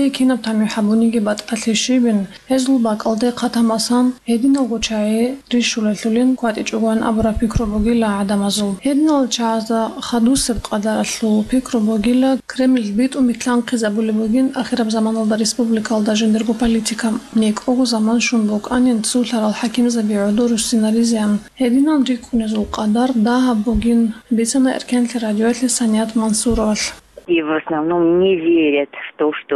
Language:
Avaric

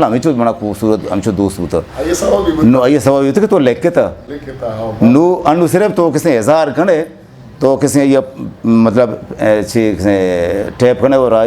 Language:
Eastern Balochi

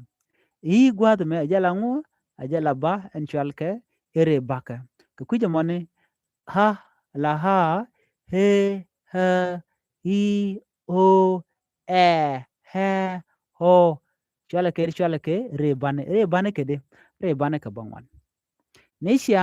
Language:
Nuer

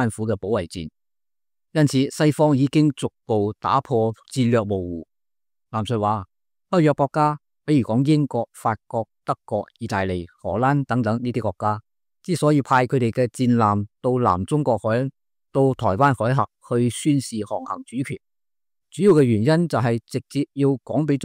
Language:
Cantonese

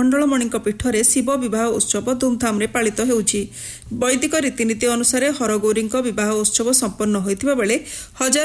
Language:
Odia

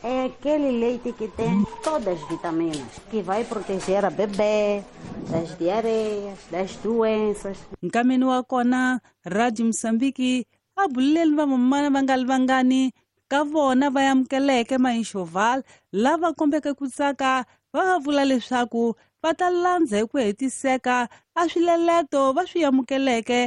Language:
Tsonga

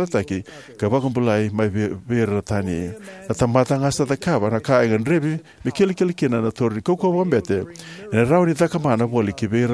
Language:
Fijian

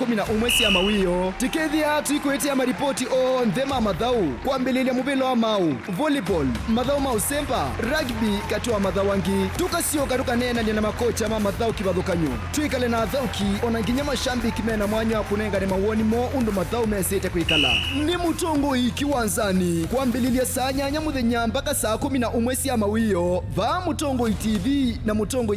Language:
Kamba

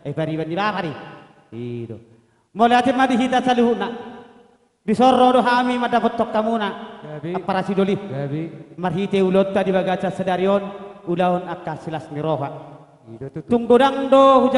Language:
Batak Toba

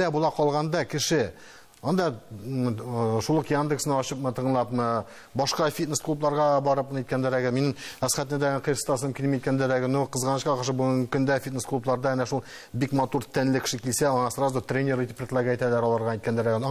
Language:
Tatar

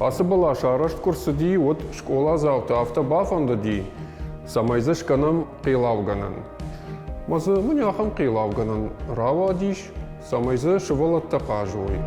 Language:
Ossetic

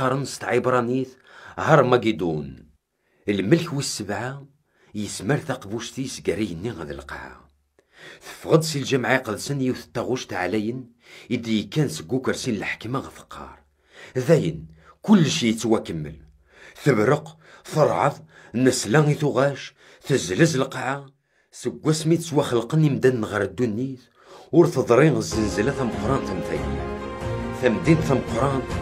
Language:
Kabyle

